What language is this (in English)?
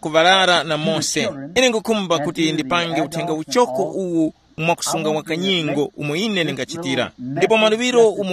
Tumbuka